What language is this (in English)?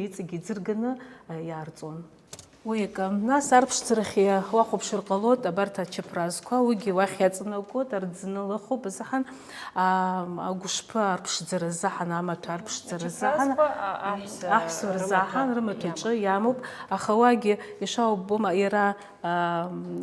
Abkhazian